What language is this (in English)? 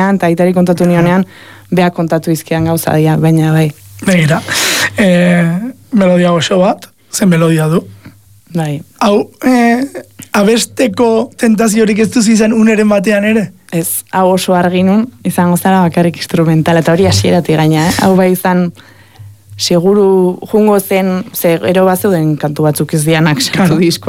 Basque